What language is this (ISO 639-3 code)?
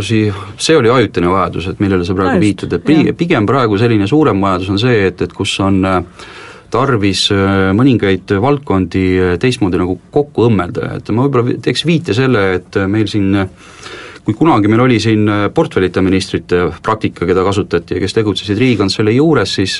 est